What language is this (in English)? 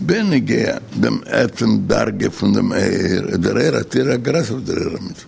Yiddish